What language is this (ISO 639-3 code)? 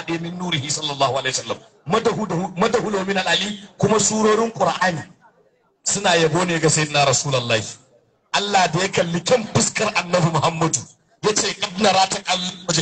hau